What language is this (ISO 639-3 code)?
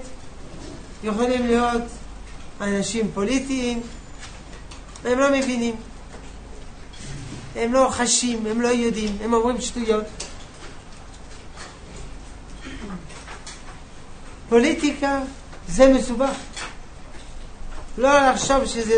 heb